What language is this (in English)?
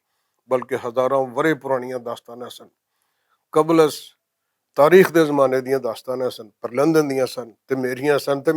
Western Panjabi